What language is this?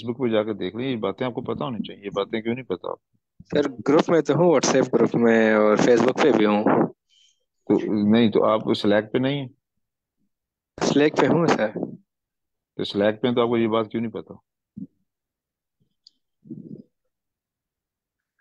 Hindi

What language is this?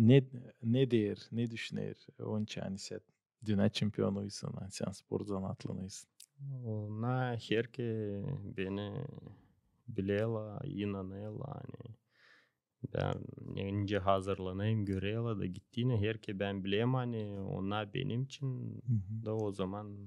Gagauz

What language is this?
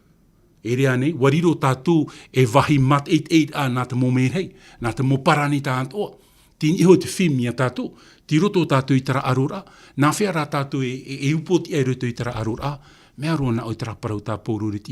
Tahitian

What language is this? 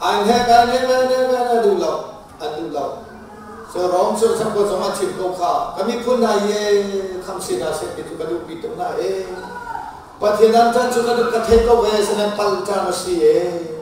Hakha Chin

